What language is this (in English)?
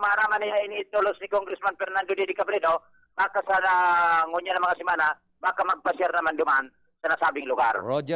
Bikol